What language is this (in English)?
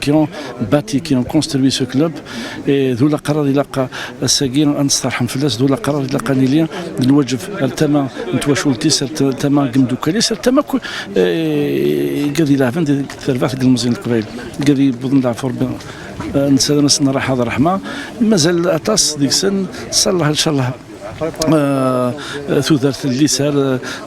Kabyle